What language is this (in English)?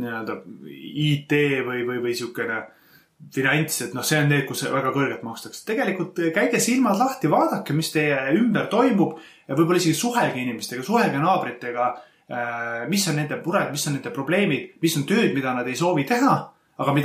Estonian